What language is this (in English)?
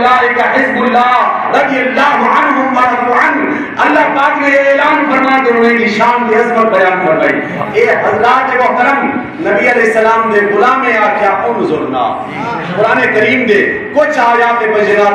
Saraiki